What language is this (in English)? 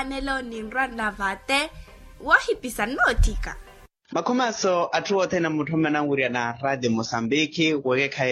Makhuwa